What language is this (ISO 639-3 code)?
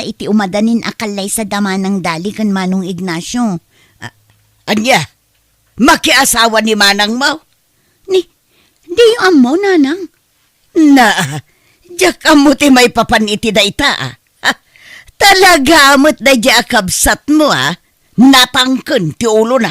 ilo